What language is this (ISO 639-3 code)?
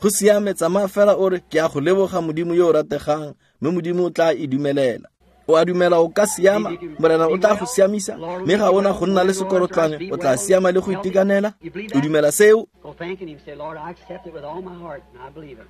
tsn